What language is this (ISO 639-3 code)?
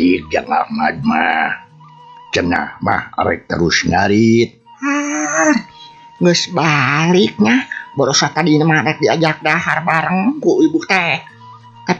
sun